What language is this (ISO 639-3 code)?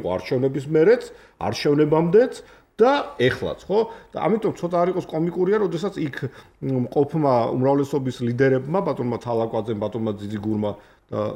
kat